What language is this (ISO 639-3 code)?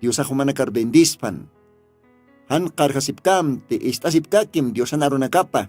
aym